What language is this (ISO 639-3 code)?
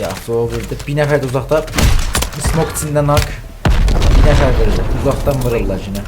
azb